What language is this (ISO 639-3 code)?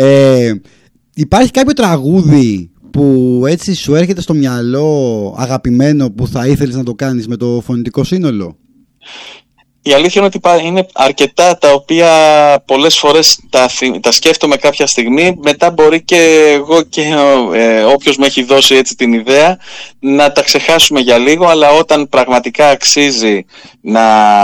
ell